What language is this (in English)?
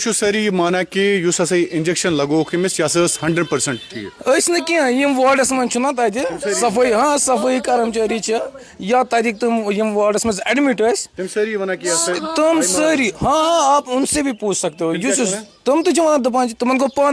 Kashmiri